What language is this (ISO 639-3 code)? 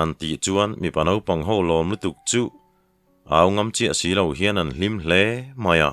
lus